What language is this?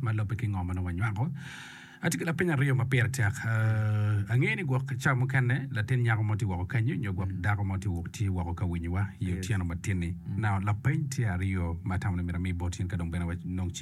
Acoli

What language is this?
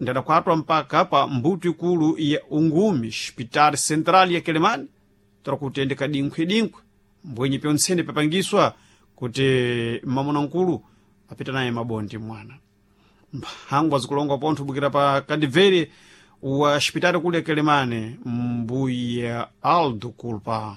Sena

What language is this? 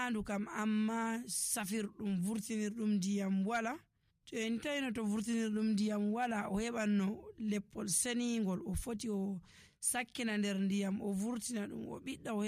Nigerian Fulfulde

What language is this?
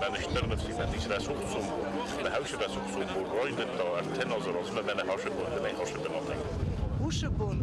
Ossetic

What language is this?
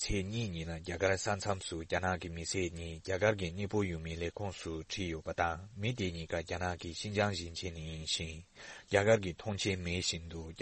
Tibetan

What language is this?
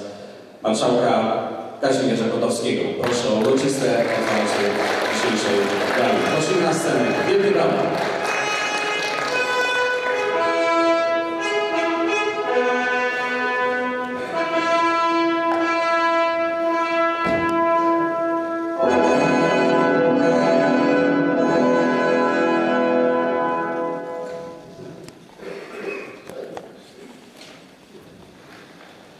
Polish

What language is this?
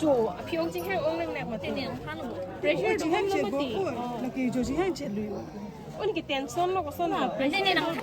Karbi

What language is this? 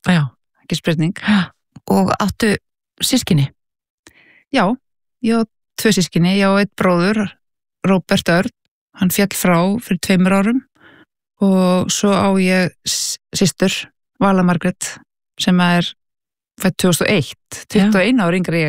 Icelandic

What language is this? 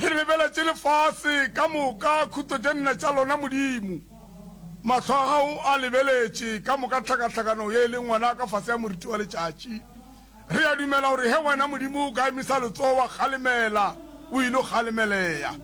Northern Sotho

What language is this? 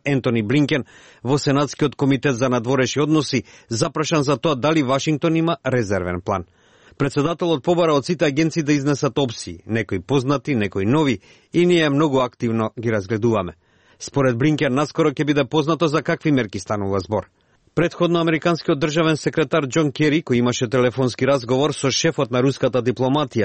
Macedonian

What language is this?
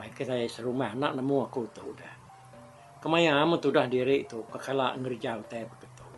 Iban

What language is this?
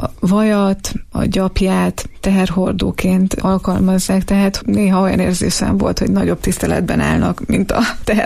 Hungarian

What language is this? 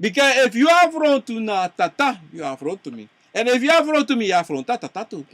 Sranan Tongo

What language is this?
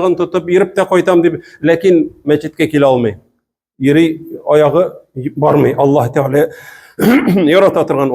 Tatar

